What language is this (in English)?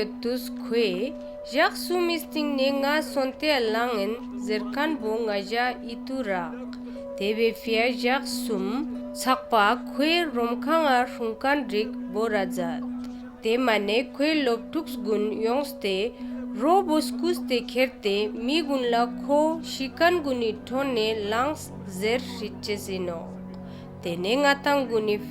Ladakhi